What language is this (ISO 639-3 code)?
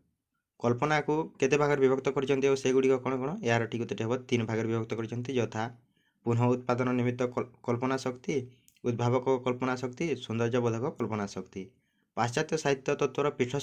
ori